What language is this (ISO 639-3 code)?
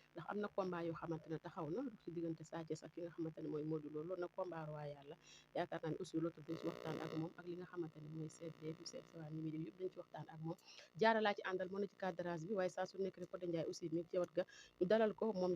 wol